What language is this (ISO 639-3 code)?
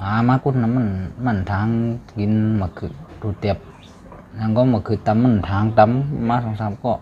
shn